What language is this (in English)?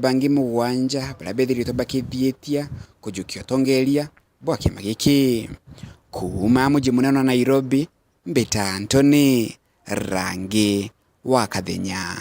Meru